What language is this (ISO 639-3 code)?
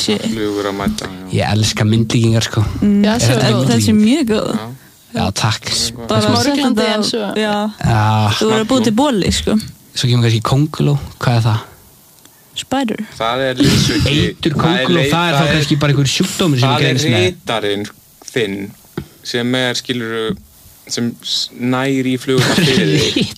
isl